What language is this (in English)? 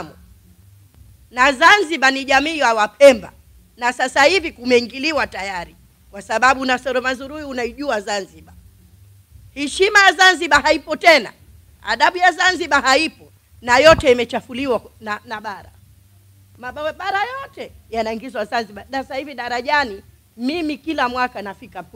Swahili